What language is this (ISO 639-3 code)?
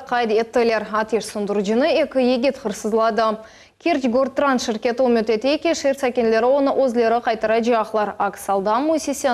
crh